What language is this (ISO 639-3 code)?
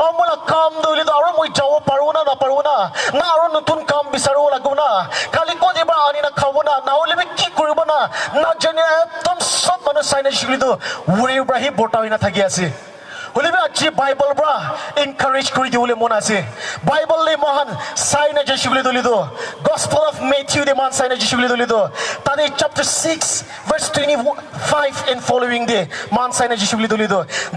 nag